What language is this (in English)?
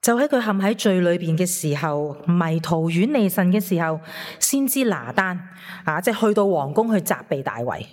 Cantonese